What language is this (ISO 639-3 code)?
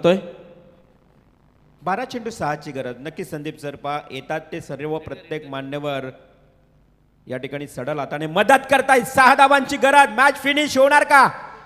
mar